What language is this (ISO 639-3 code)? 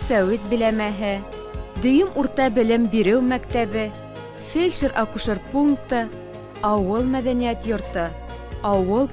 bak